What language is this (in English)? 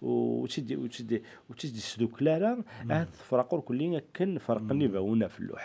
Kabyle